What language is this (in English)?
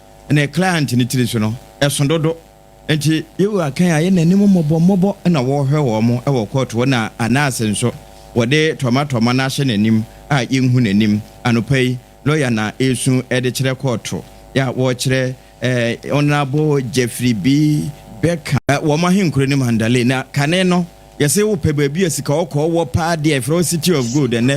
Akan